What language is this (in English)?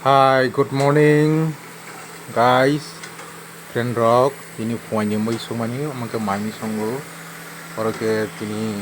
Kok Borok